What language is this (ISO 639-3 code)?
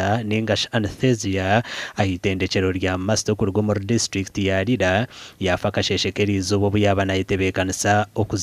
nyn